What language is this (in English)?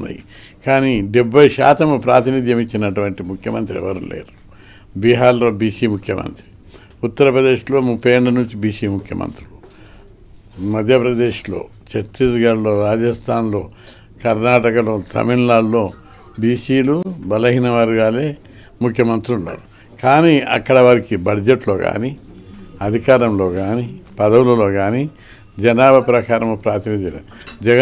Telugu